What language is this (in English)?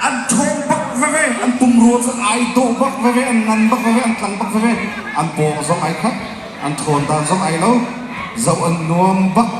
Hakha Chin